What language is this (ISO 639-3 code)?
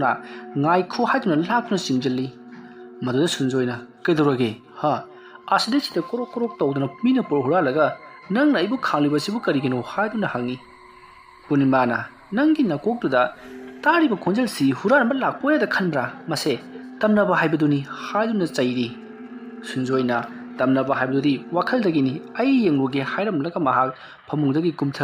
mni